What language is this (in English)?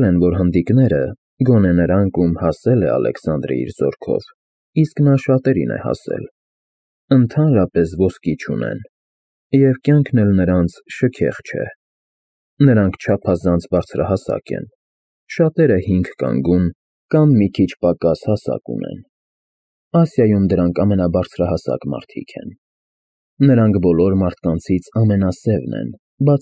Armenian